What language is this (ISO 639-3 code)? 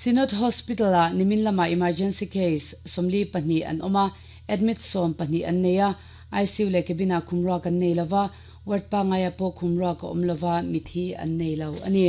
lus